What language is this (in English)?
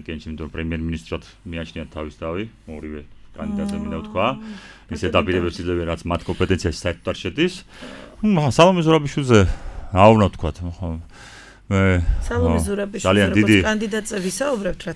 Georgian